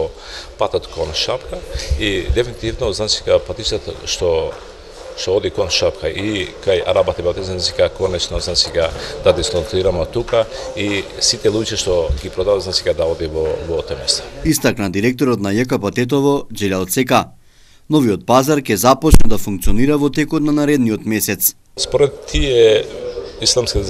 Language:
Macedonian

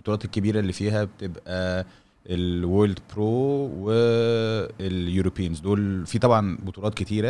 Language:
Egyptian Arabic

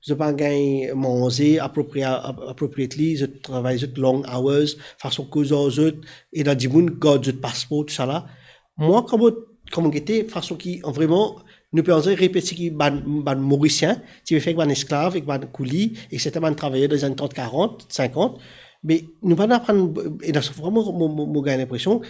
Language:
Morisyen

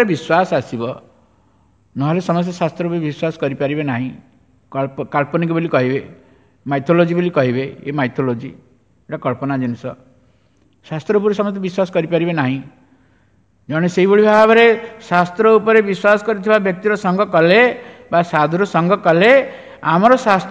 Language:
Odia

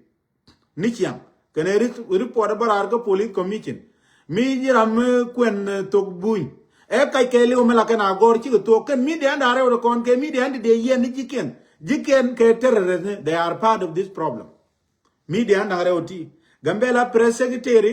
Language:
Nuer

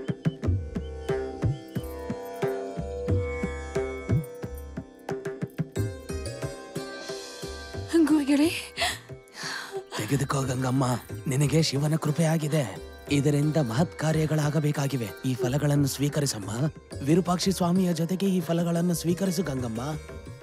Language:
Kannada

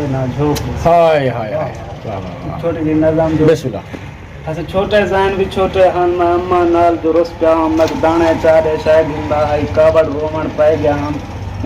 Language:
Saraiki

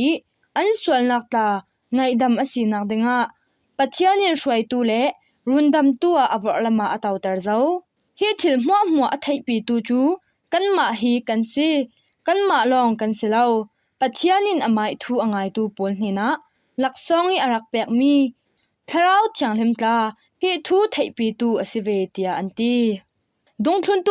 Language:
Falam Chin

